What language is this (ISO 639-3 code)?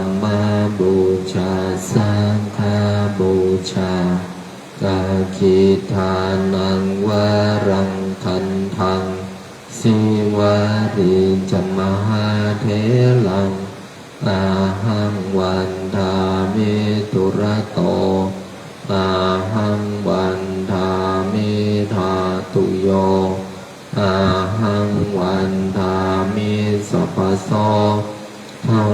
pli